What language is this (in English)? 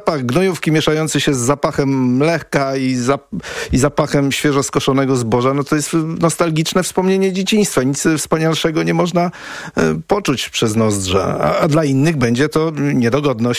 Polish